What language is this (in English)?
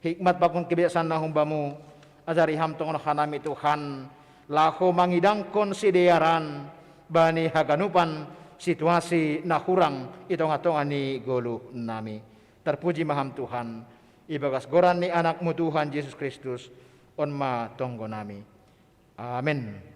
Batak Simalungun